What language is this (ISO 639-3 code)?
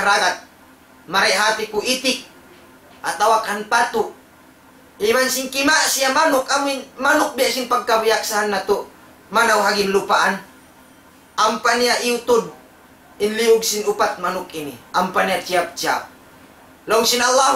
tsg